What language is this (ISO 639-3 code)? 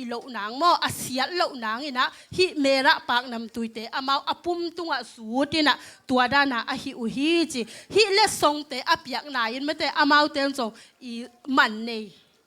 ctd